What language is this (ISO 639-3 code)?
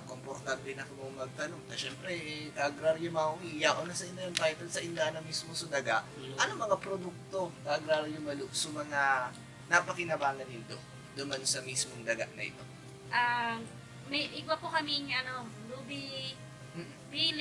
bik